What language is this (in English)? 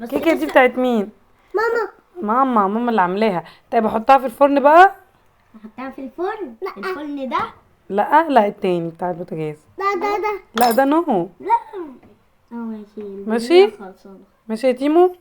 Egyptian Arabic